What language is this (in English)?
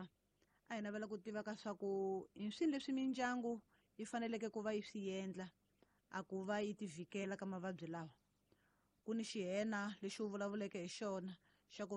Tsonga